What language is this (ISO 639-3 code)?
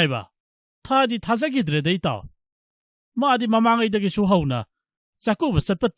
mni